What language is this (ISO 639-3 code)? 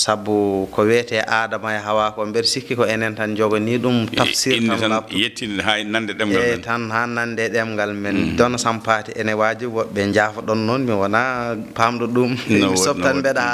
ful